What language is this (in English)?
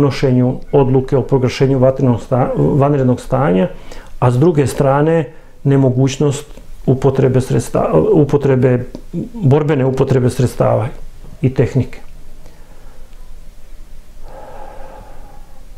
Serbian